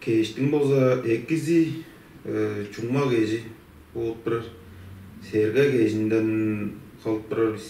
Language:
Tuvinian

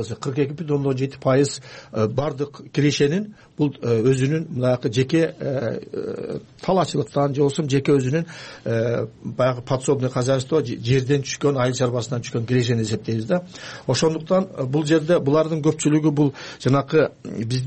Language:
Kyrgyz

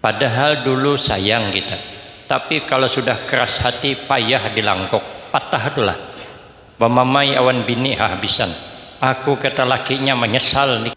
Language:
Banjar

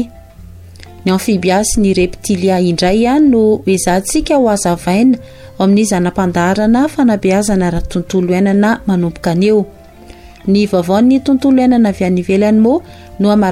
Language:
Malagasy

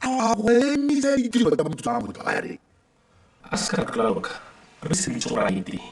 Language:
Tswana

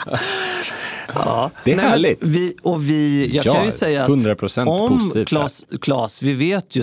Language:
Swedish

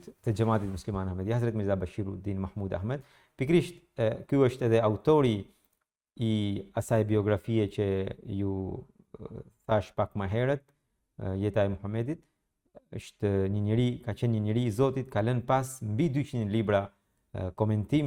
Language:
Albanian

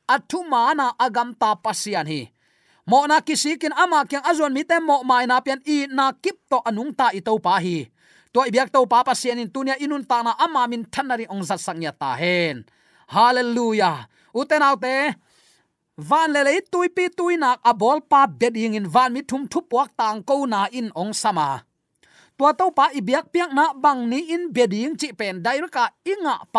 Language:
Tedim Chin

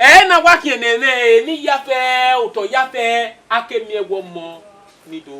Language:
Bini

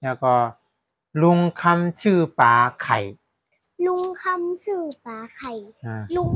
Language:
Shan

